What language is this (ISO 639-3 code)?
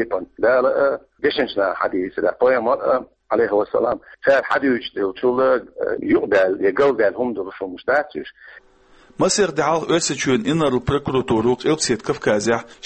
che